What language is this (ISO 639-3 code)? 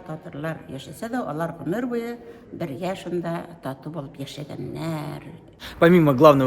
bak